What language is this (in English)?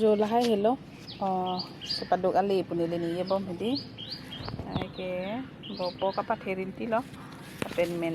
Karbi